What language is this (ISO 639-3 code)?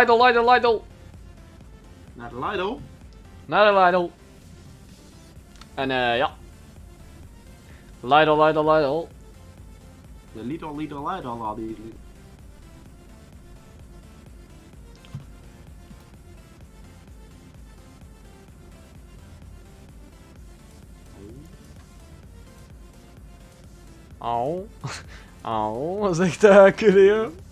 nld